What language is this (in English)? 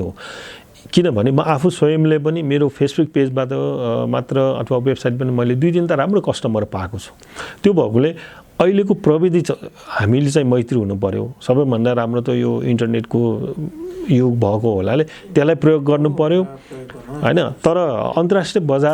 Nepali